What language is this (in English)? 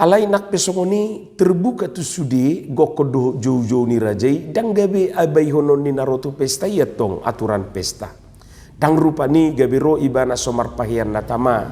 Batak Toba